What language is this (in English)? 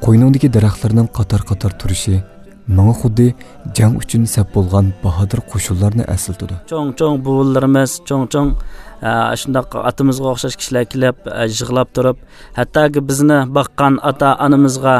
Uyghur